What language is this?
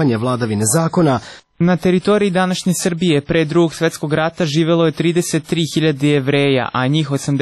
Serbian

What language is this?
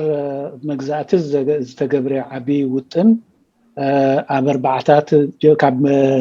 Tigrinya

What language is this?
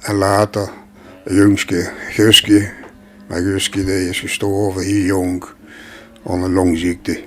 Limburgish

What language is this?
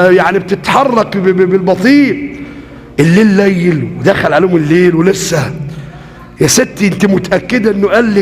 Egyptian Arabic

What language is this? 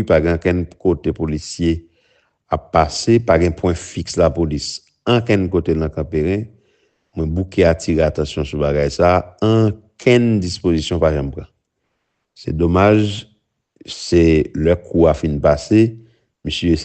Haitian Creole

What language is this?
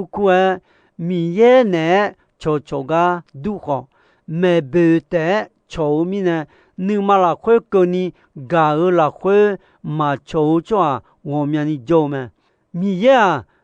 Akha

